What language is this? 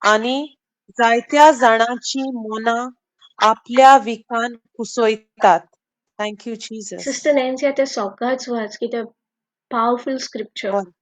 Konkani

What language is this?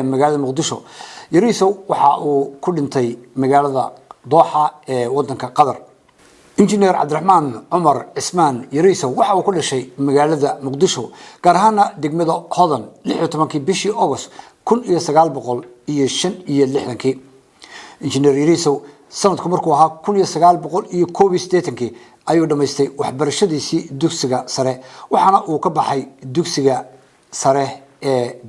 Somali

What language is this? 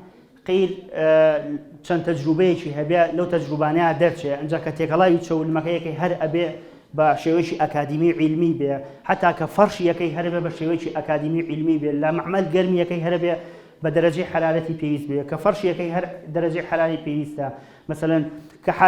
Central Kurdish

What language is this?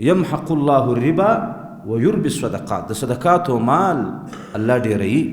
Pashto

